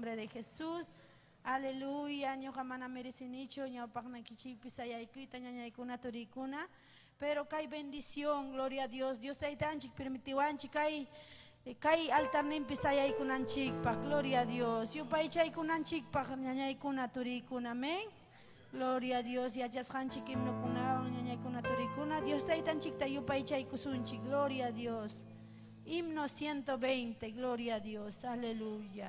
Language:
Ayacucho Quechua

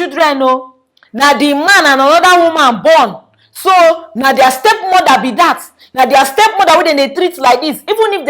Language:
Nigerian Pidgin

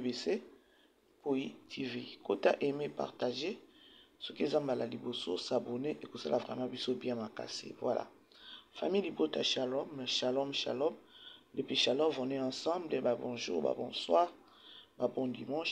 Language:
Lingala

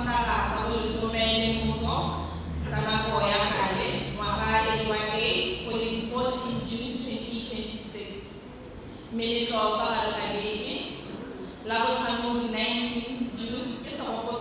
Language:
Tswana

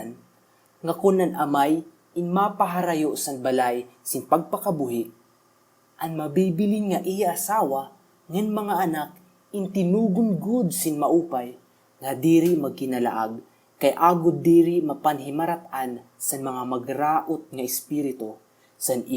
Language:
Waray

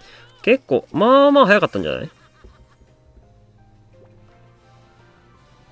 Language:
Japanese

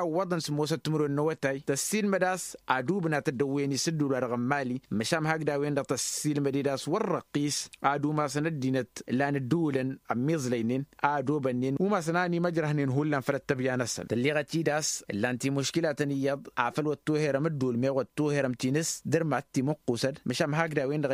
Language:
Tamasheq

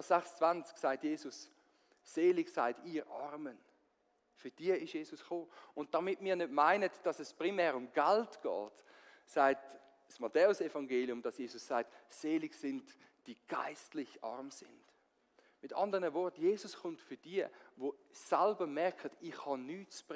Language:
Swiss German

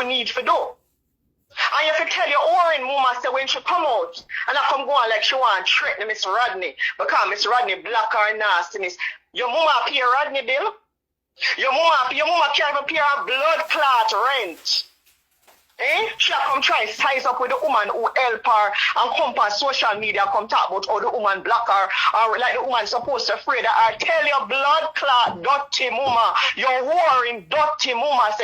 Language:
Jamaican Creole English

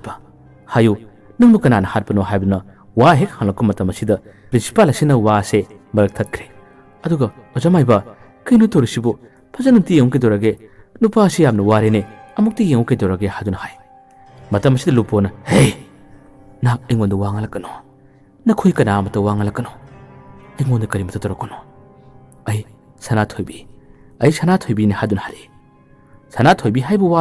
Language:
Manipuri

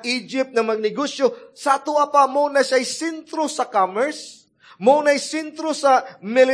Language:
Cebuano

